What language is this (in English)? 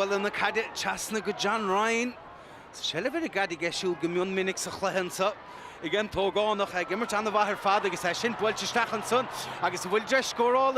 Irish